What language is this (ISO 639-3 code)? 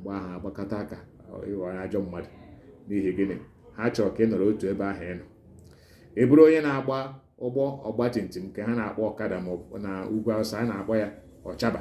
ibo